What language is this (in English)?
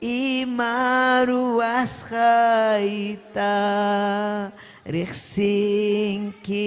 Ayacucho Quechua